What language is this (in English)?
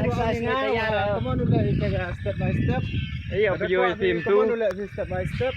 Khasi